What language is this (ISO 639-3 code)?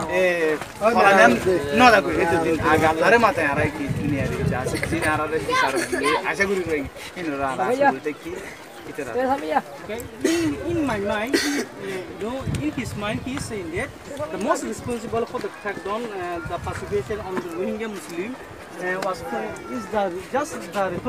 rhg